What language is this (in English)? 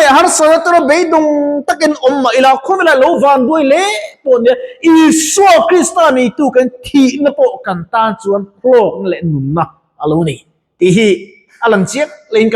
Mizo